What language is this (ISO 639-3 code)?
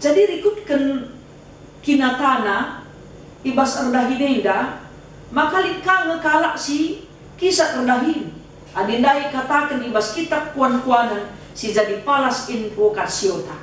btx